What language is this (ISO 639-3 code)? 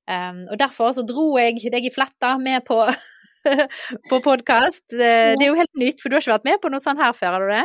nor